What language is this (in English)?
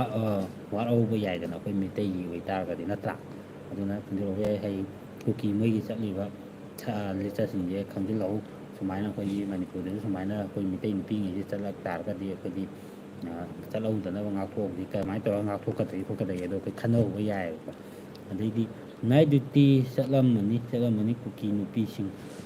Manipuri